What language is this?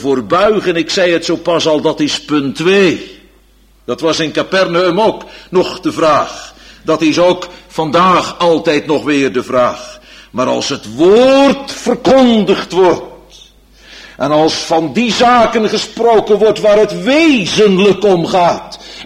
Dutch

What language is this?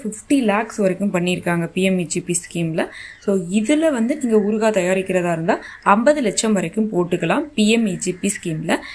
Tamil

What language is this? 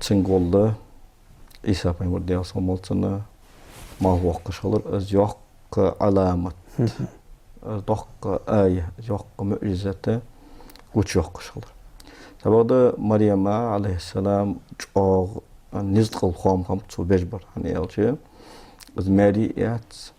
Ingush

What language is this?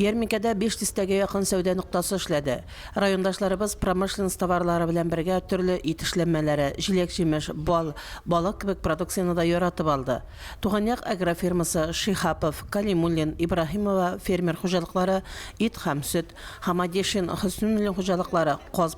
Tatar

